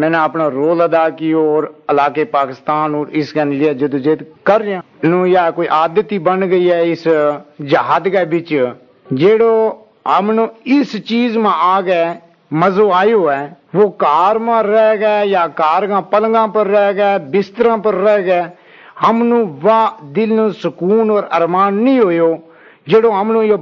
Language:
Gujari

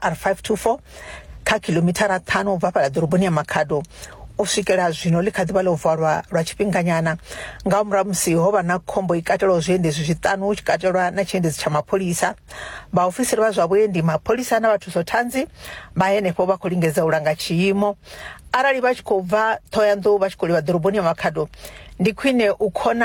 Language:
Venda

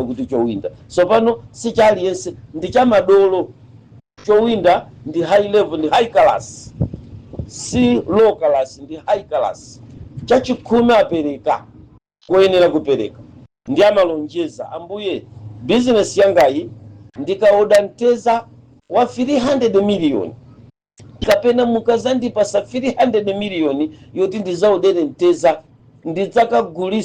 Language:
Nyanja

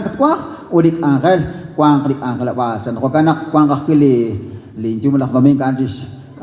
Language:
Kekchí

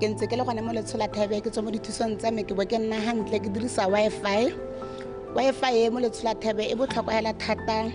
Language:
Tswana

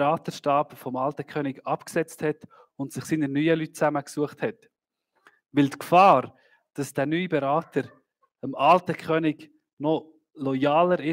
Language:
Swiss German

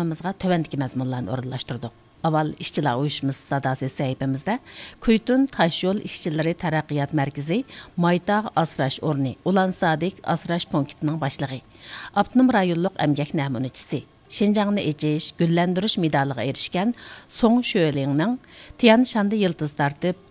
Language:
Uyghur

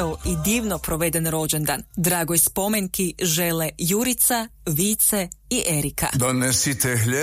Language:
Croatian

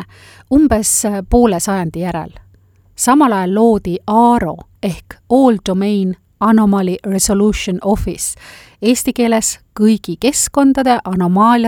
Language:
Estonian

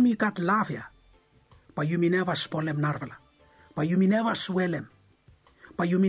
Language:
Bislama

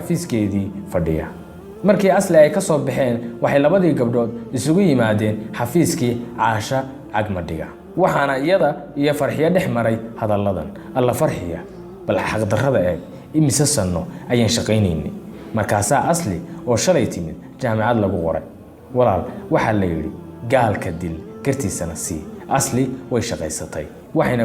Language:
Somali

